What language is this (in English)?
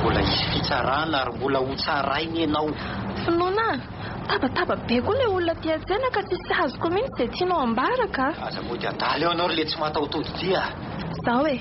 Malagasy